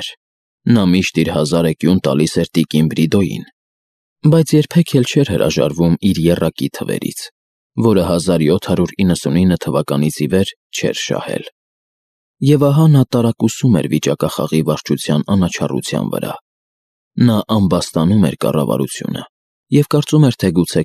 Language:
Armenian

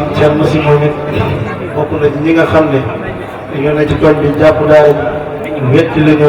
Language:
Wolof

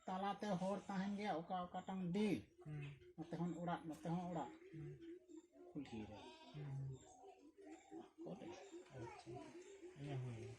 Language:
Santali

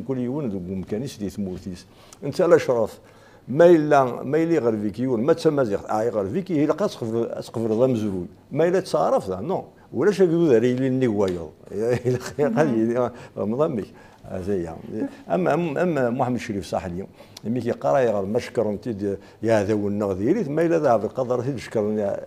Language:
Kabyle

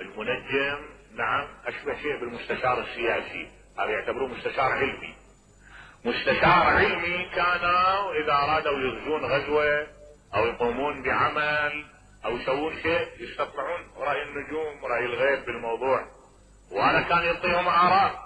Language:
Mesopotamian Arabic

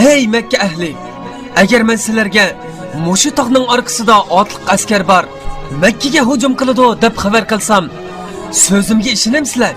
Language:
Uyghur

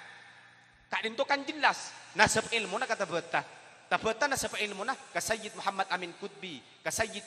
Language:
Madurese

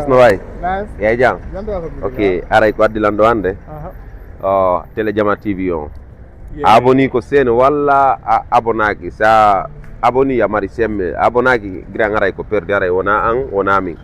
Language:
Fula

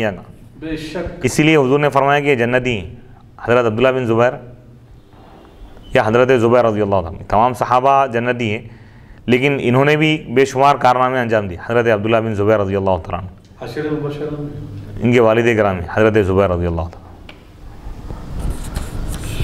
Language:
Urdu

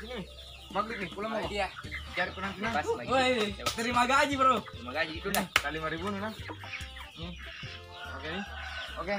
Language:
Makassar Malay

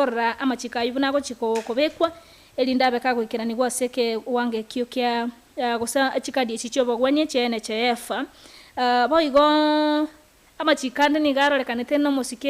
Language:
Gusii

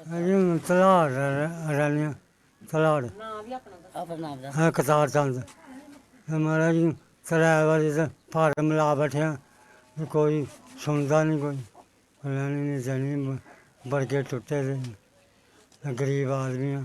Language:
Dogri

